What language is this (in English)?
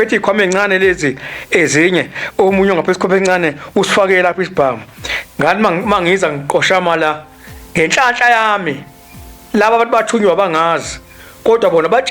Zulu